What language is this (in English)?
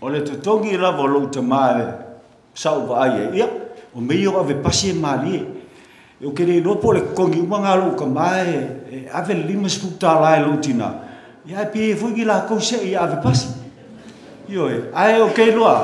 Samoan